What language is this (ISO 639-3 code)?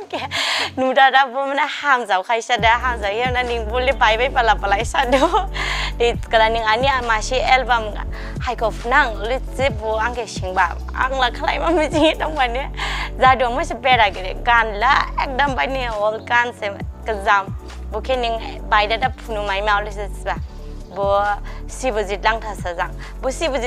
dis